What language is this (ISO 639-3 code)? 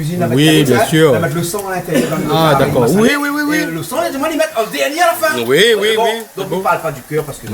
rcf